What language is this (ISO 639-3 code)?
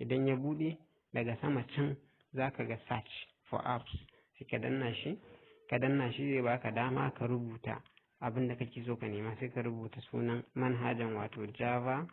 hau